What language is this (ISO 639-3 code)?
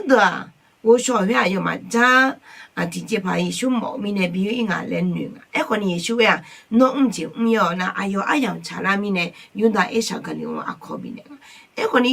ahk